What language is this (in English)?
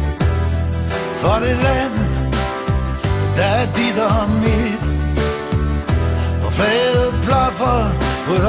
Danish